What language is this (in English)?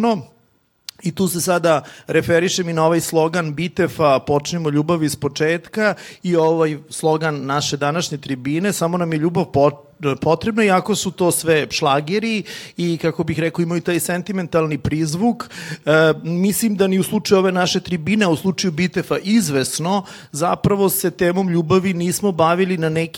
Serbian